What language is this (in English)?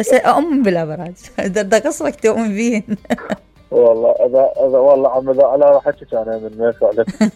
Mesopotamian Arabic